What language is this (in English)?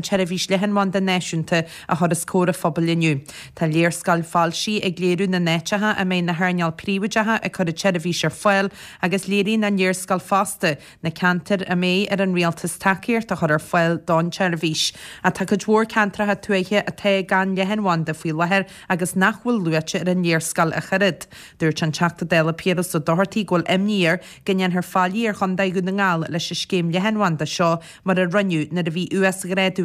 Irish